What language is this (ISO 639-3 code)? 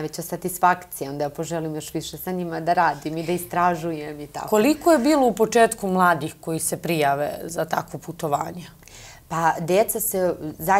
bos